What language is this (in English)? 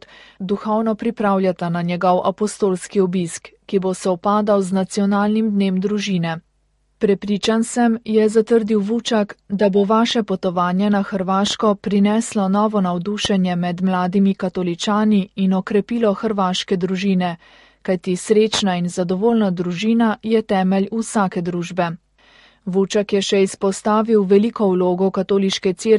Slovenian